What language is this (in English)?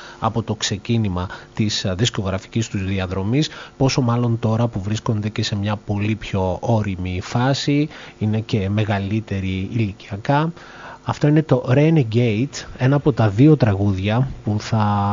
Greek